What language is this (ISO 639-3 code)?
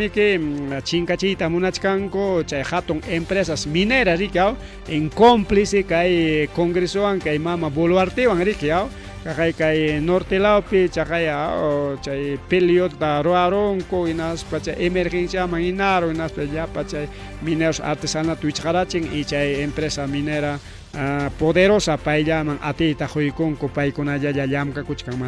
quy